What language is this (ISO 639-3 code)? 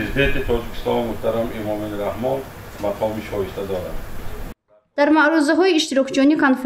tgk